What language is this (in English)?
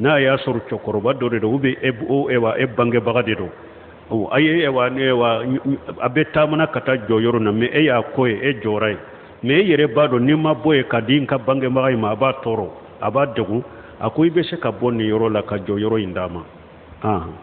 Bambara